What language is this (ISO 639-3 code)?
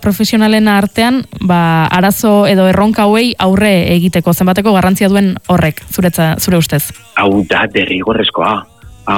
eus